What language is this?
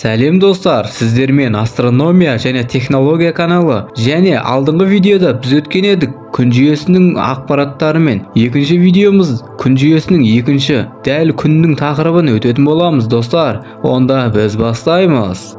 Kazakh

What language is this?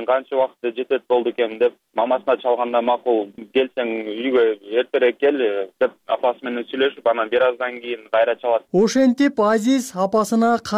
Kyrgyz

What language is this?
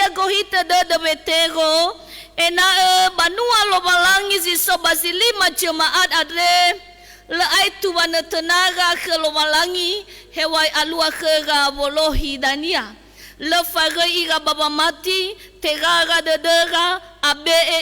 Nias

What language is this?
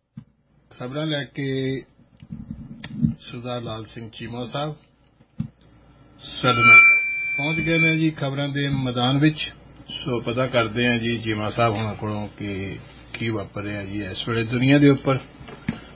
Punjabi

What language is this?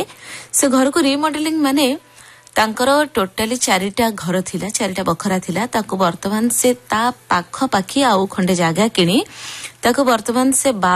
Odia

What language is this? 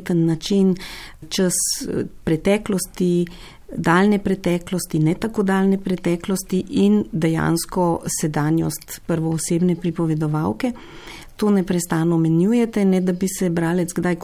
Slovenian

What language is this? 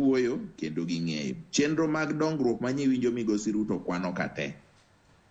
Luo (Kenya and Tanzania)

